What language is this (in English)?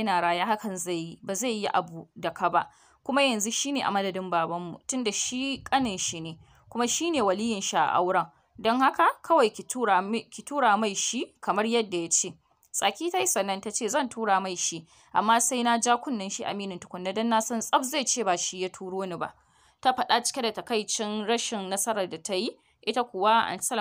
Hausa